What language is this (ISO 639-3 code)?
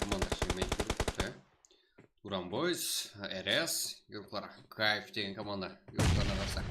kaa